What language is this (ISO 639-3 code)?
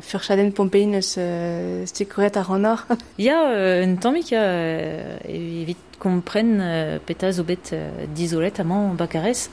bre